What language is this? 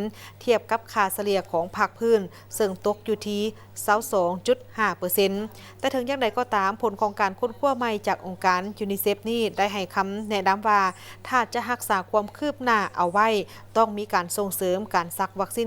Lao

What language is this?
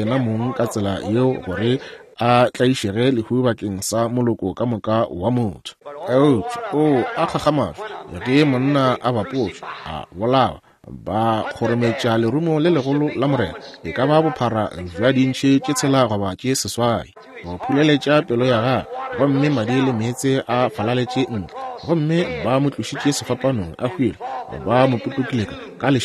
Northern Sotho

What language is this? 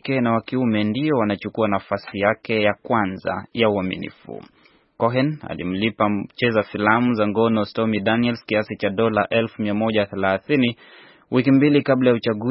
Swahili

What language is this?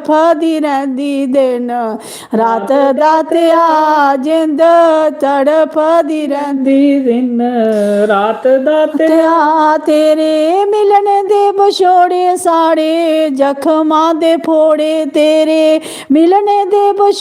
Dogri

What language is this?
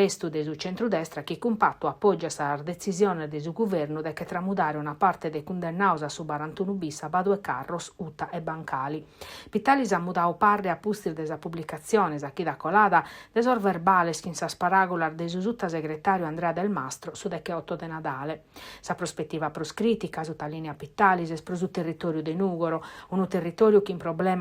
Sardinian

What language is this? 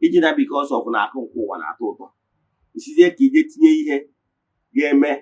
Igbo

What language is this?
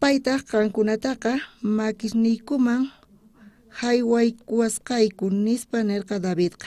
South Bolivian Quechua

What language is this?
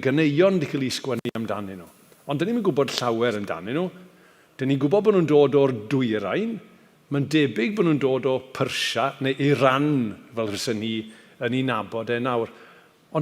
Welsh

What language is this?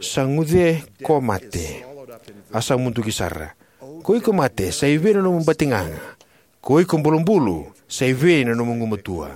Fijian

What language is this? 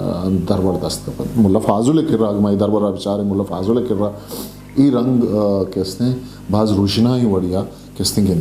Eastern Balochi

